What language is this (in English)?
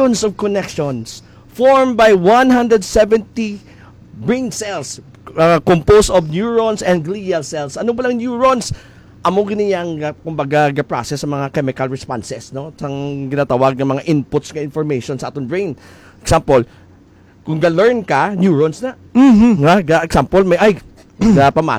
Hiligaynon